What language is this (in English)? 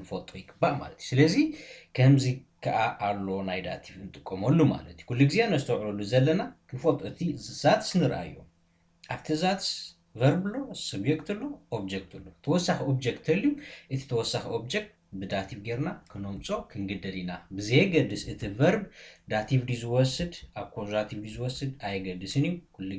Tigrinya